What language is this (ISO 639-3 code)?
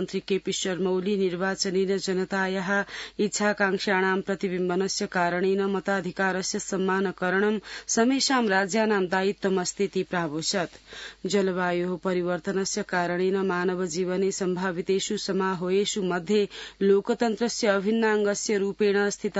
san